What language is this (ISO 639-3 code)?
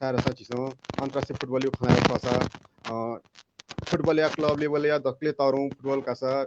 new